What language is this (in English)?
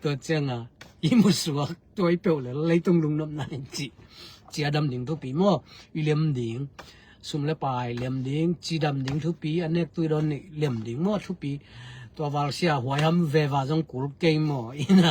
Tedim Chin